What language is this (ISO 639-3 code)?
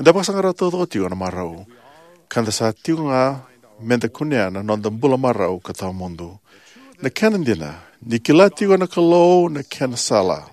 fij